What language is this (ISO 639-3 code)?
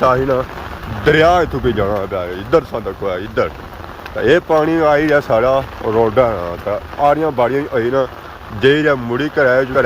phr